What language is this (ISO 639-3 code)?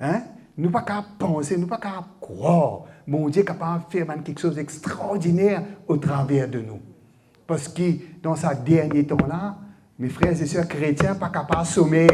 mfe